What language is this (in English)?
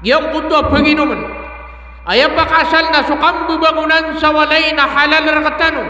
Maranao